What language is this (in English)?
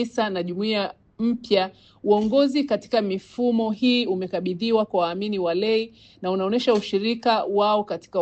Swahili